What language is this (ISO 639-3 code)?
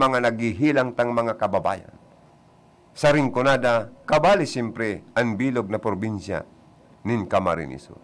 bik